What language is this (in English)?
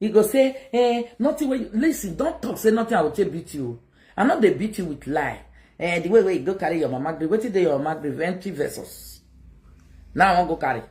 Nigerian Pidgin